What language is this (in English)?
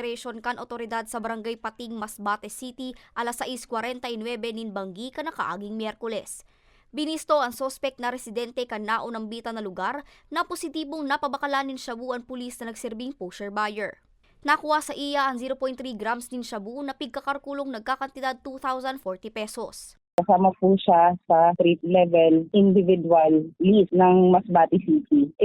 Bikol